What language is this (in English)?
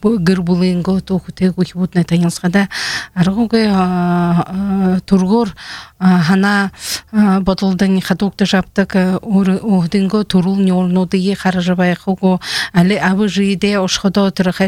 Buriat